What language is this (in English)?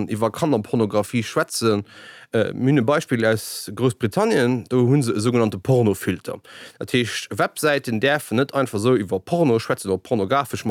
Luxembourgish